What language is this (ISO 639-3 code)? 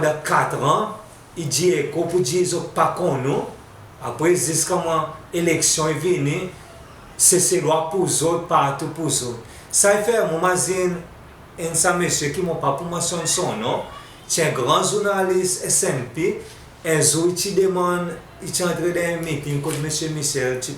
crs